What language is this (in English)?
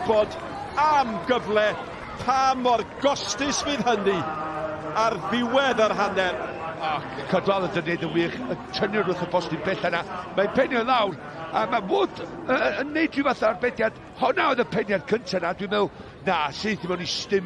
Welsh